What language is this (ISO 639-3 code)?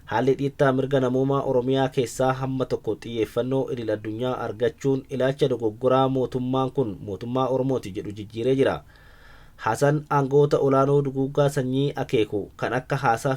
orm